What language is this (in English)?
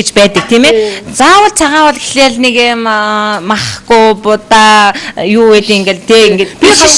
Mongolian